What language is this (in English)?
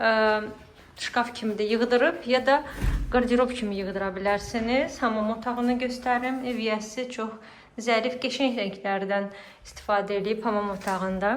Azerbaijani